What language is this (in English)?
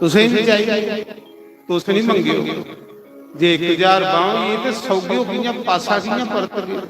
Dogri